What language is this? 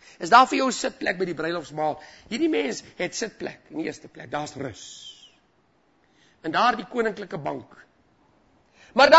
Afrikaans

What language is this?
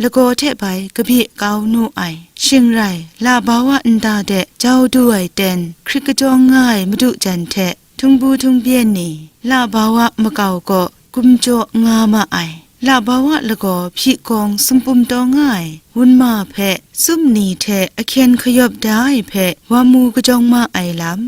Kachin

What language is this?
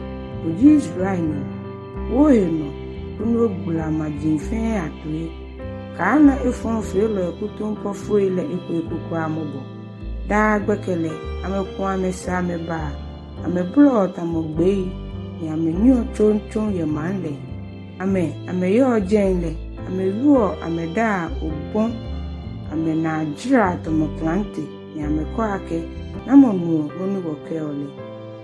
Ga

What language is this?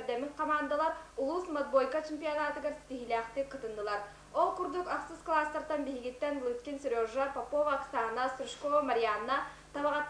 Yakut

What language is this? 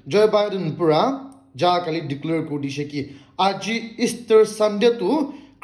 Naga Pidgin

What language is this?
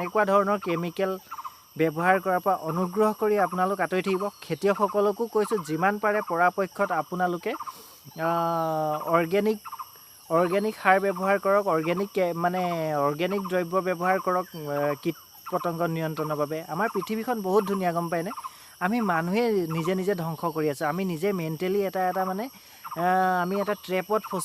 Assamese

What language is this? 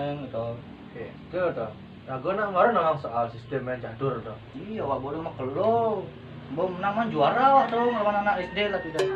Balinese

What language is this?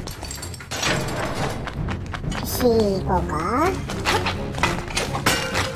Japanese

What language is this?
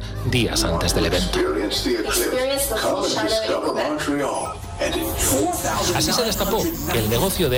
Spanish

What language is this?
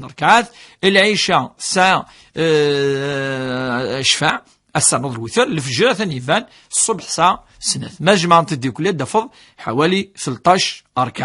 Kabyle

